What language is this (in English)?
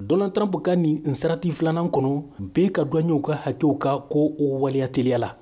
Bambara